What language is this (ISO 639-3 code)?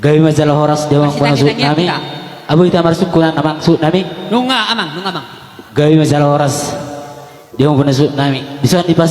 bbc